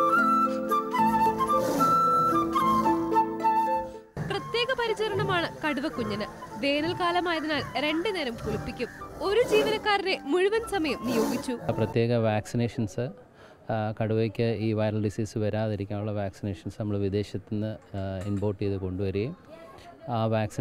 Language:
Malayalam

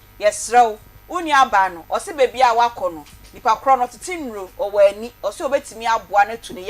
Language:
Akan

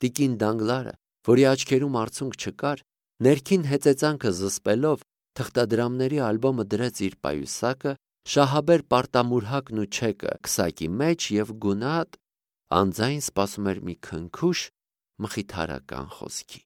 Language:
Armenian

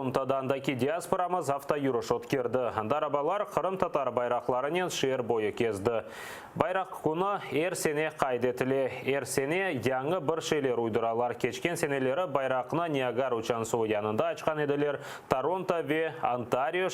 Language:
Crimean Tatar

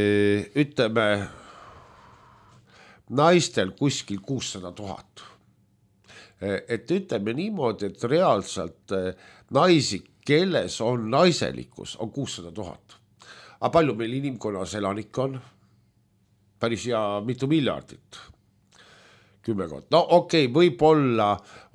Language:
Estonian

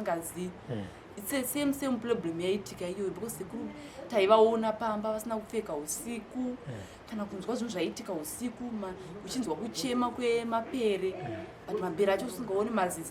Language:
Shona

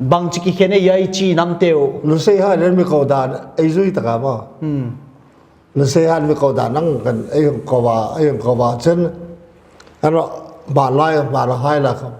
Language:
Paite Chin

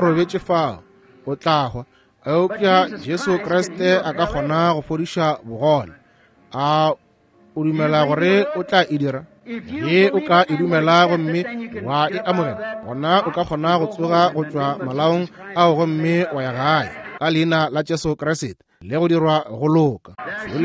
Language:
Northern Sotho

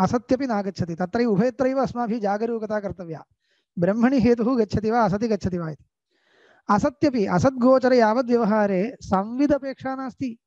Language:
Sanskrit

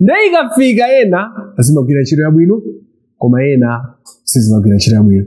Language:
Nyanja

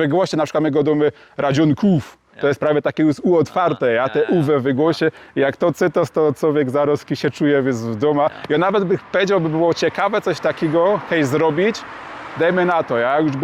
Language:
Silesian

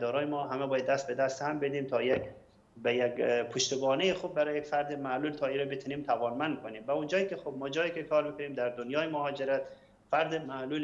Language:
Persian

